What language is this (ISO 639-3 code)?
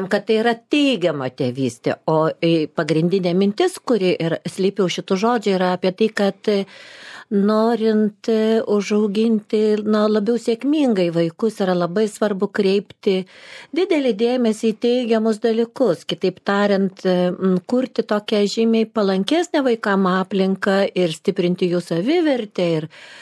lit